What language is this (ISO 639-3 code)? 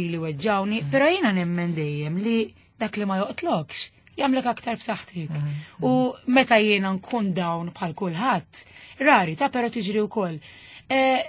mlt